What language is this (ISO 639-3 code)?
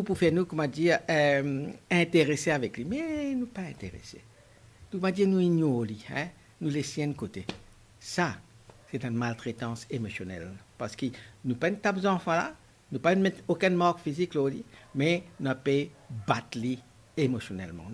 mfe